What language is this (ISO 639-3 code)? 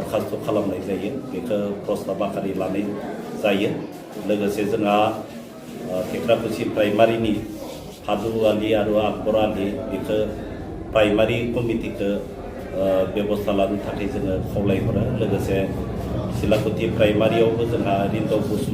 brx